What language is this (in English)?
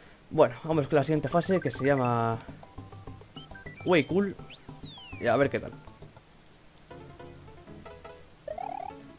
Spanish